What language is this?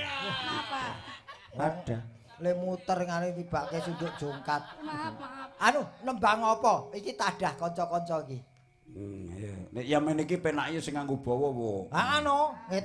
Javanese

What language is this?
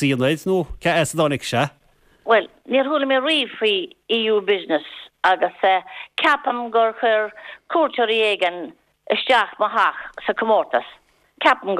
Irish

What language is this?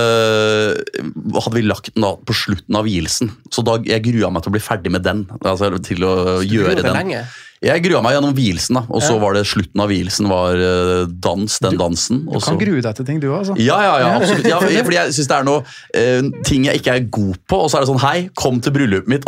Norwegian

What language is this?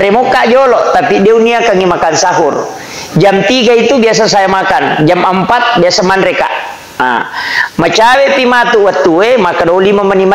Buginese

